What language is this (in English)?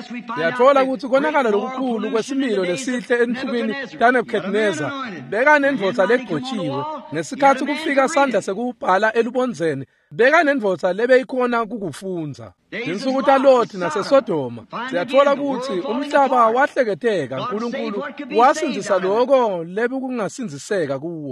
Swati